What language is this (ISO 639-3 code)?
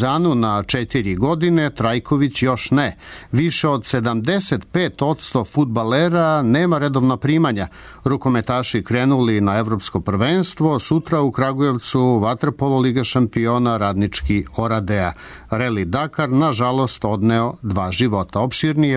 srp